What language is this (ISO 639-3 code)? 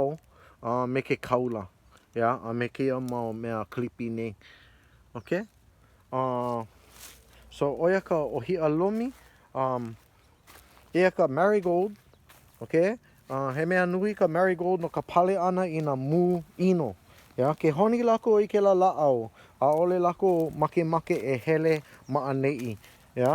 haw